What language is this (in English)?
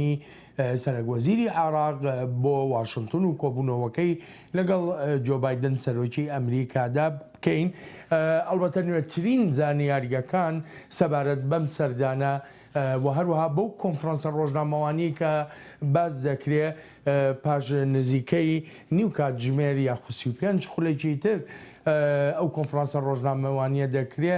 Central Kurdish